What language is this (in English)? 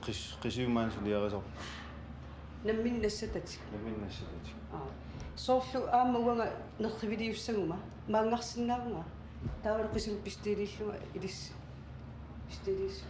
Kalaallisut